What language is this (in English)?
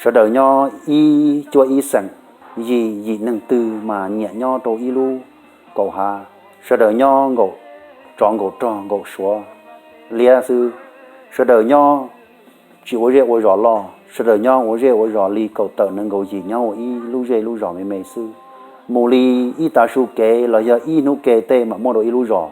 Hmong